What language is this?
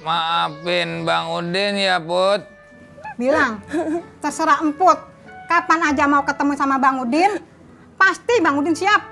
Betawi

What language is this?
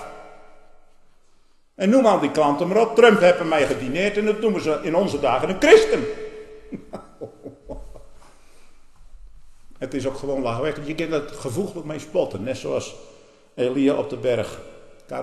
Dutch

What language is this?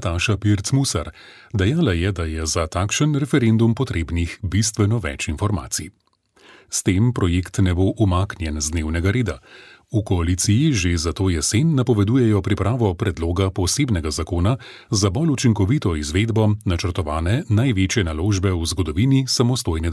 Slovenian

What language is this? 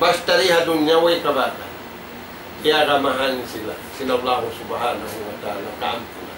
Tausug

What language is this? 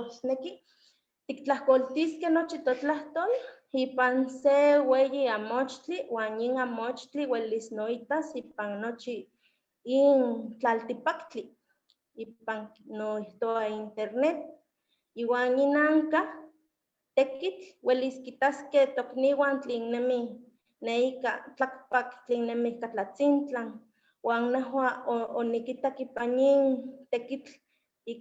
Eastern Huasteca Nahuatl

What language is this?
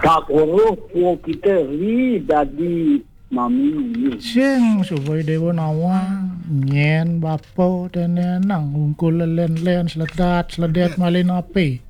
Balinese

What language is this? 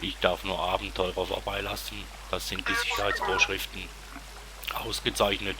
Swiss German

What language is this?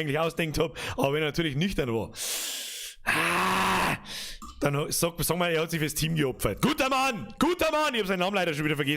Bavarian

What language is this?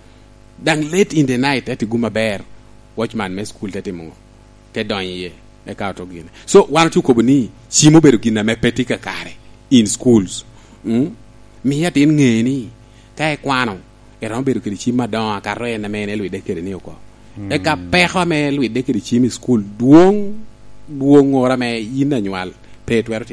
Lango (Uganda)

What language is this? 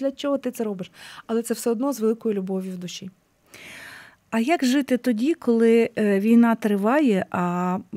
Ukrainian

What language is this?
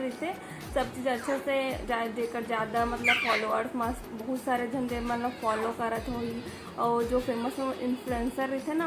Chhattisgarhi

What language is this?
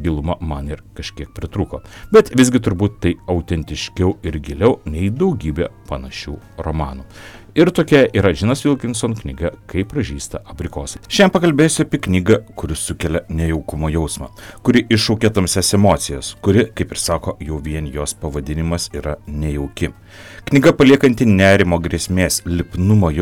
Lithuanian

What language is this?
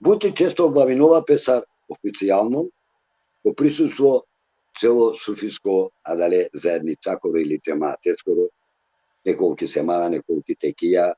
Balkan Romani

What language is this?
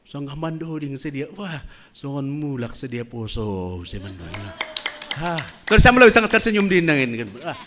Batak Simalungun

